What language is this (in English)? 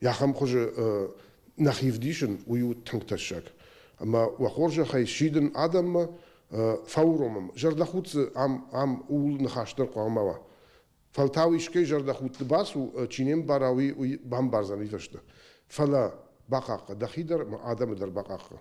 Ossetic